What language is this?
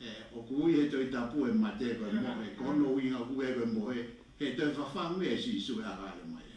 Tongan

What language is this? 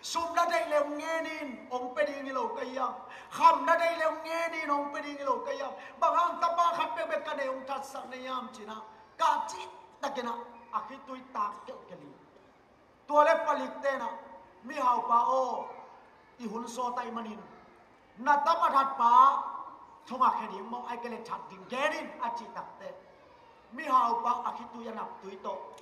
Tedim Chin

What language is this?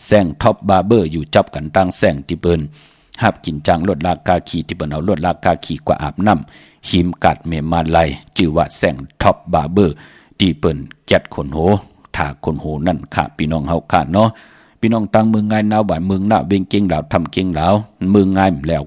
Shan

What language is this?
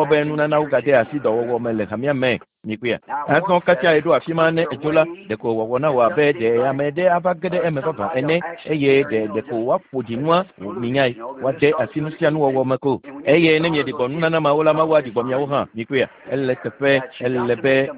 Ewe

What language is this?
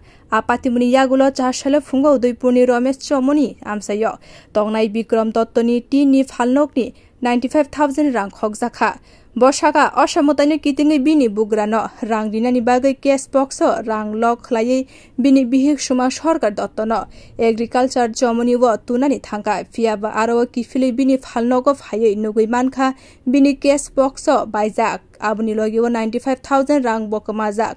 Kok Borok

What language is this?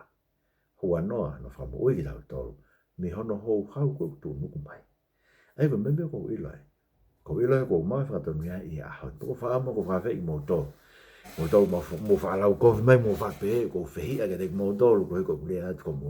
Tongan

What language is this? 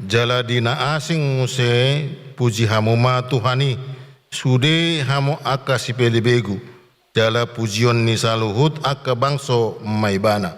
Batak Toba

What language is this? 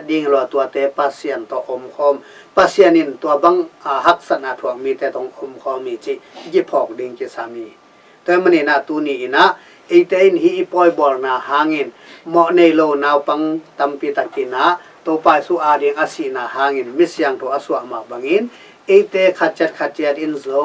Tedim Chin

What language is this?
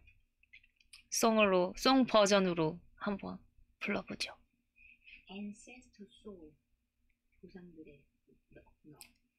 Korean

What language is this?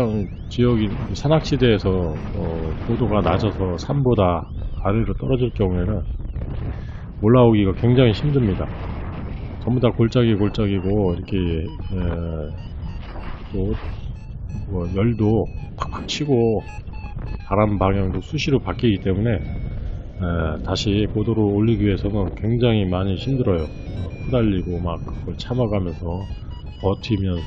Korean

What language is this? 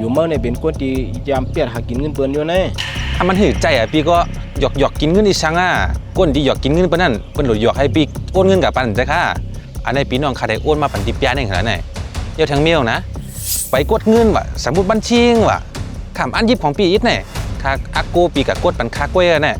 Shan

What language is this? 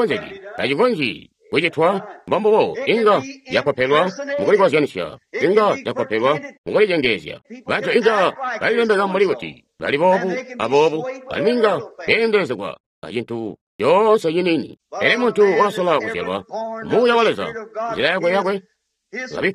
Tonga (Zambia)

